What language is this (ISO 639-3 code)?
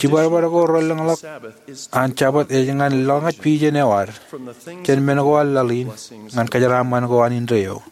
mah